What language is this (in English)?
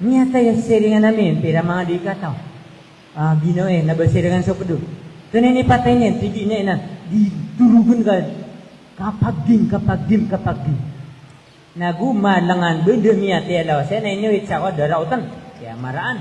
Maranao